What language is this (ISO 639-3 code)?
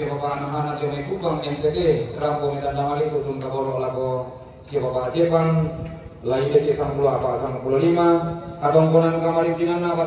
sda